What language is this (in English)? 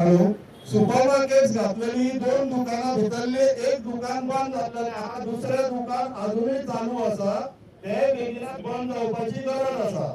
Konkani